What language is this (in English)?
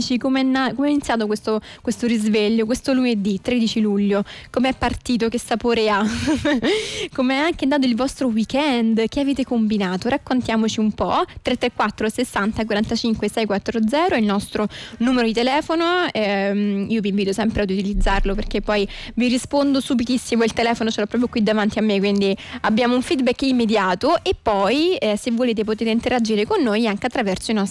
Italian